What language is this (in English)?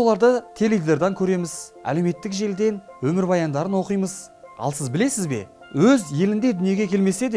Kazakh